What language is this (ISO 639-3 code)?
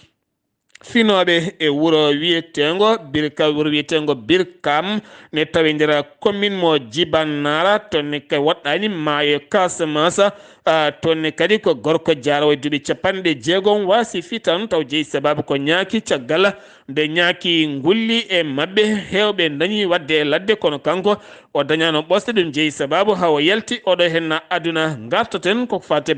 ful